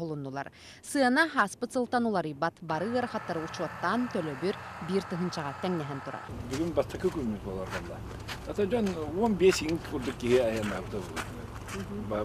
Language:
Yakut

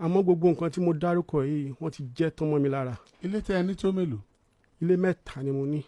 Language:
Yoruba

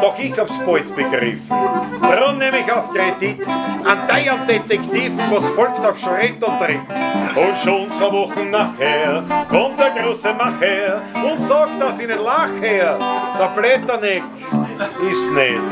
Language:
Bavarian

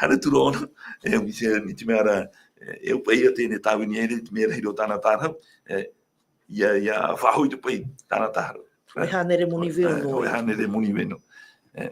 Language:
Tahitian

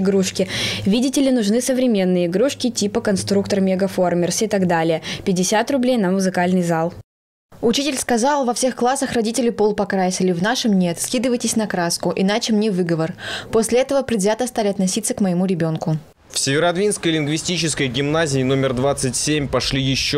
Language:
Russian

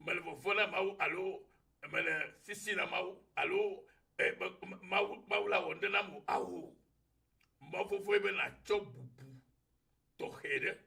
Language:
Ewe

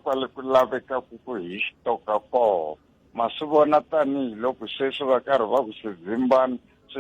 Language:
Tsonga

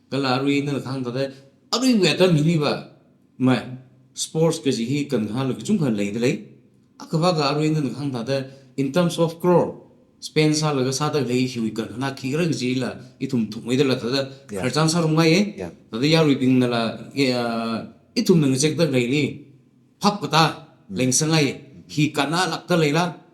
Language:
Tangkhul Naga (India)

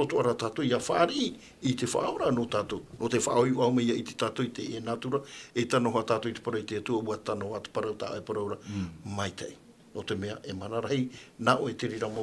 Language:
Tahitian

